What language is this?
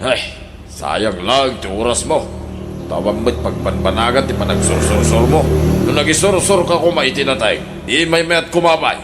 Iloko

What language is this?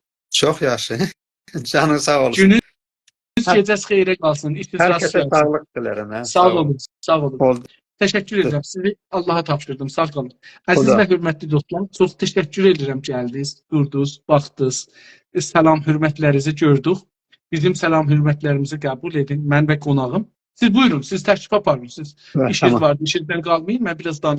South Azerbaijani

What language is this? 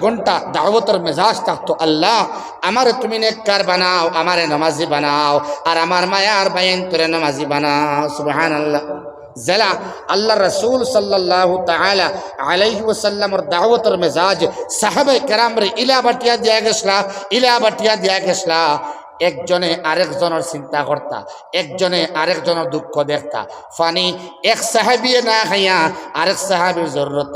Sylheti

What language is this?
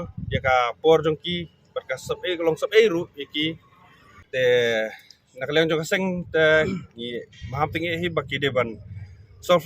Khasi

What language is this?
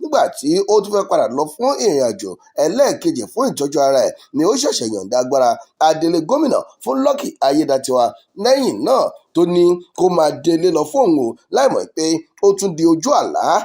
Yoruba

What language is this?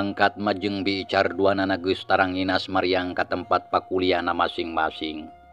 Sundanese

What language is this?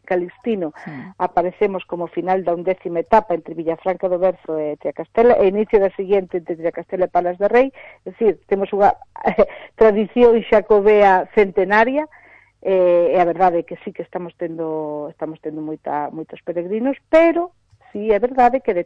Galician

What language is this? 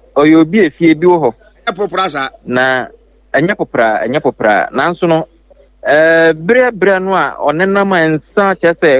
Akan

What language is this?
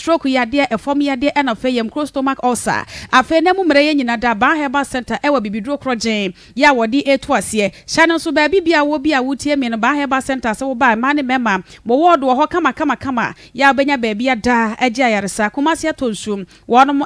Akan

